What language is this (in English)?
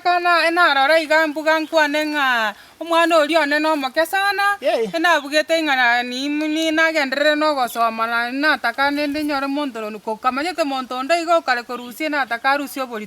Gusii